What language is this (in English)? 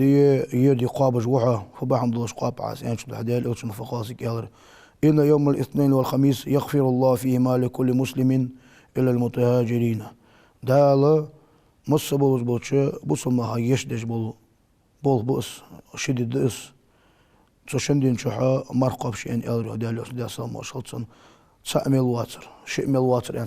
Ingush